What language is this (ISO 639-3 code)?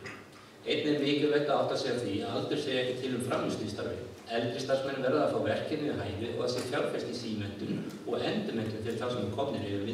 isl